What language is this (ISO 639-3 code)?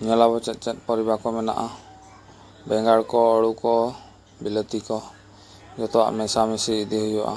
sat